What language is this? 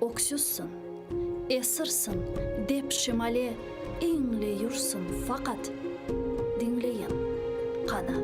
Crimean Tatar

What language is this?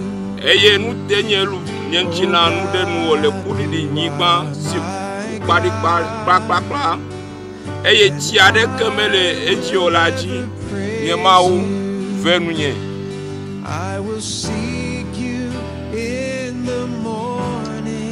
Ewe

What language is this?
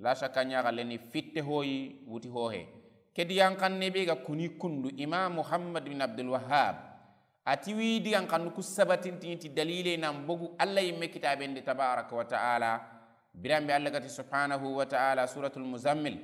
Soninke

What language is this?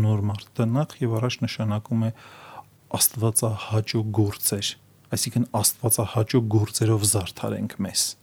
Armenian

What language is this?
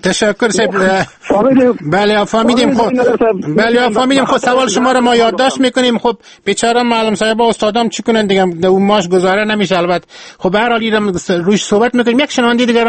Persian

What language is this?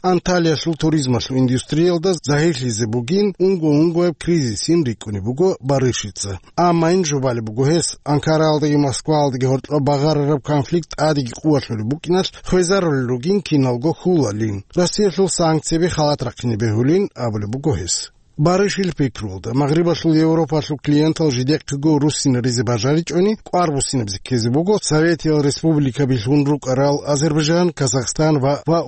Avaric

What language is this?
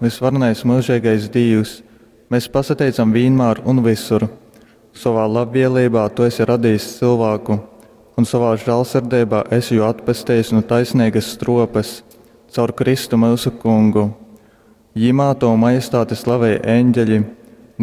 Latgalian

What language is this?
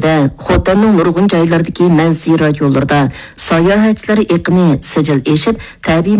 Uyghur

